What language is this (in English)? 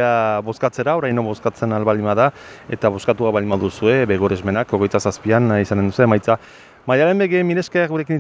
Basque